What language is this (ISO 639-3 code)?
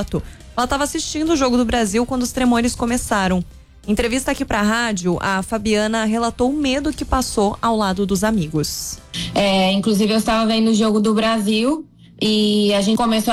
por